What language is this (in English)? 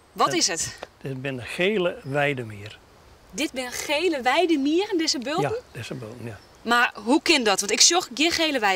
Western Frisian